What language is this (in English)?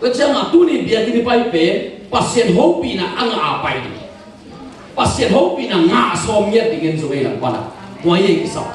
Tedim Chin